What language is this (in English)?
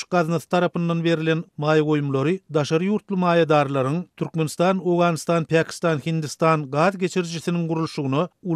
Turkmen